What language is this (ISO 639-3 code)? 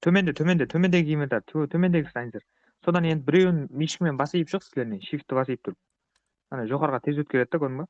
kaa